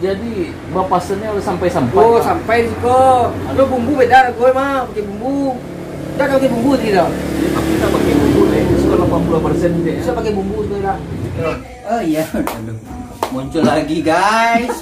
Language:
Minangkabau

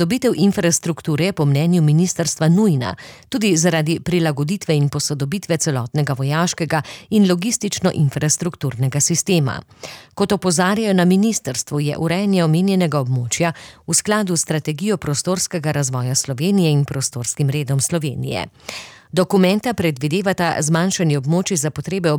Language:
Slovenian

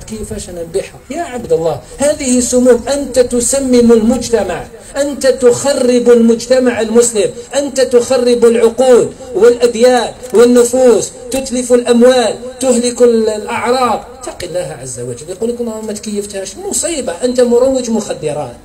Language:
Algerian Arabic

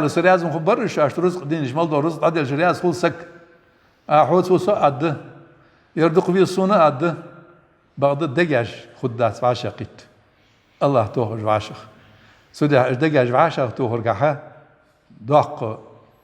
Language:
Ingush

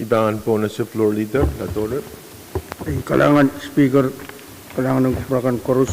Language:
Pohnpeian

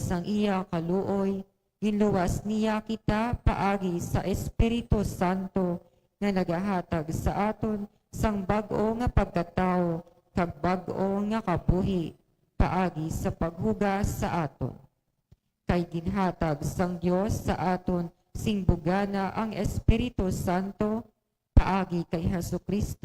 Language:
Hiligaynon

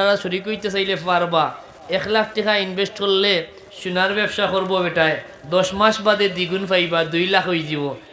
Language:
Sylheti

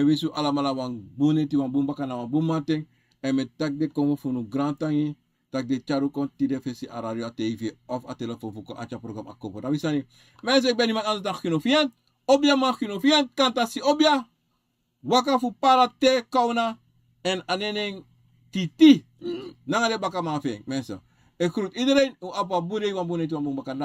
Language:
Sranan Tongo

